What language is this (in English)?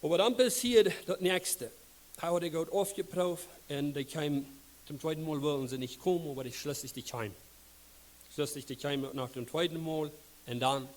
Plautdietsch